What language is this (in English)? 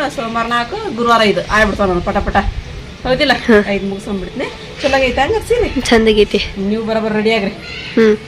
Kannada